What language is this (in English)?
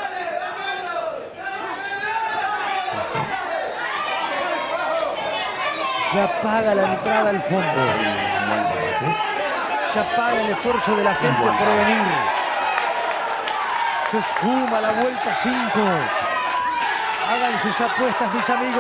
Spanish